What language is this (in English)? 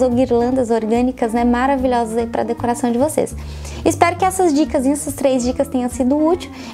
Portuguese